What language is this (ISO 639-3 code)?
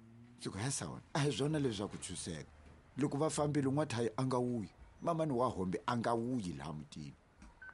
tso